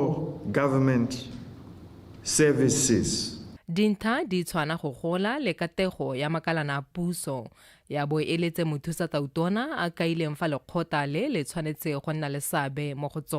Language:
Tswana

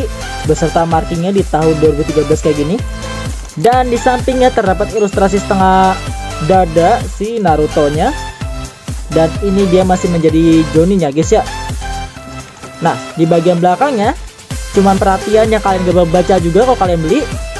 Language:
Indonesian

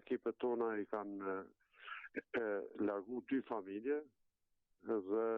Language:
Albanian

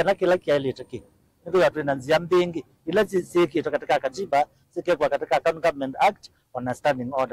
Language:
Kamba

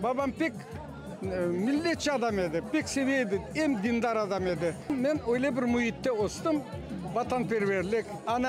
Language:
Crimean Tatar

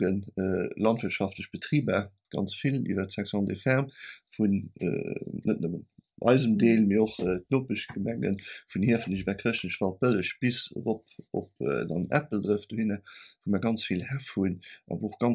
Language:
Luxembourgish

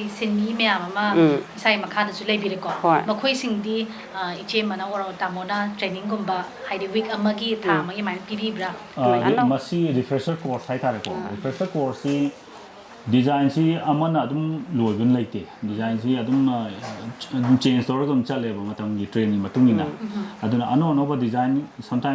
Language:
Manipuri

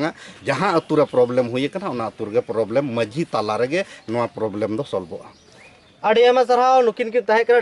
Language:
Santali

